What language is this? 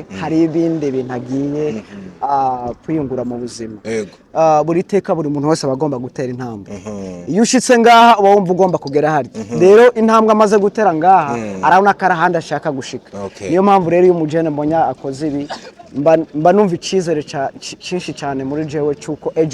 Rundi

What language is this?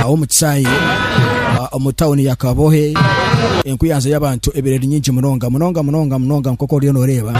Nyankole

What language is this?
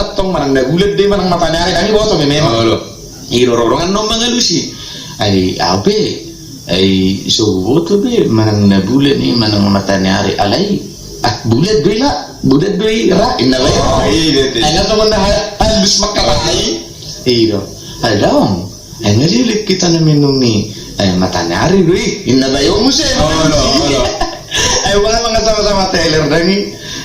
Batak Toba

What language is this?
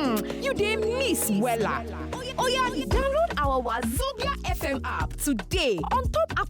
Nigerian Pidgin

